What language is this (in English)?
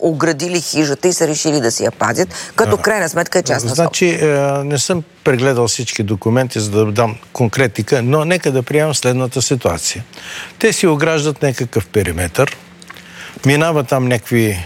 Bulgarian